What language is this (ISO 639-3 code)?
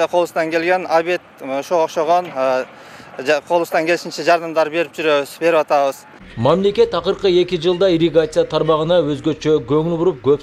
kir